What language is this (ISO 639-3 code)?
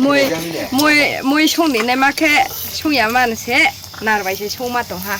ria